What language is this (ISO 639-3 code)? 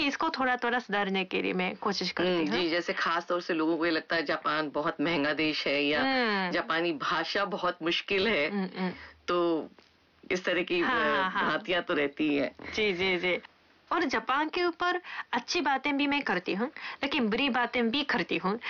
hin